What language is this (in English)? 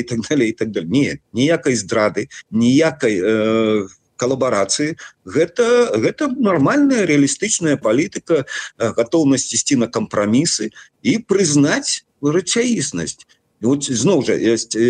Belarusian